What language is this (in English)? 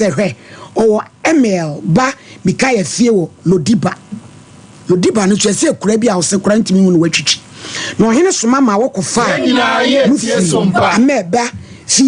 Akan